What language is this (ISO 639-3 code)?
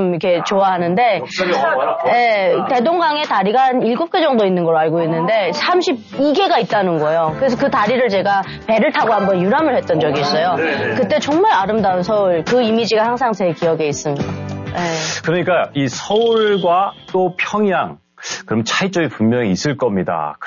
kor